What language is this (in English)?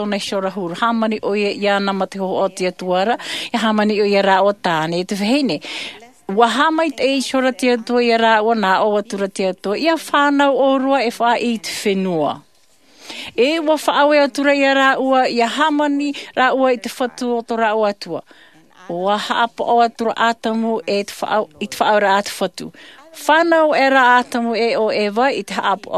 Tahitian